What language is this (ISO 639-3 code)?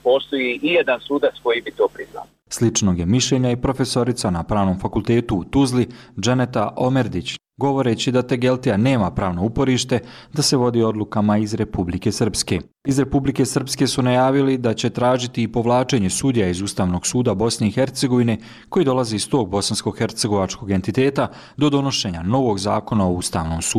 bos